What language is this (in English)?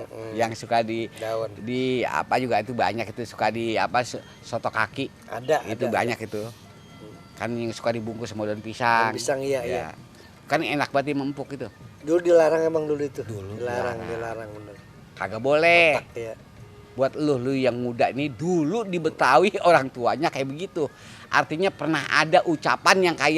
Betawi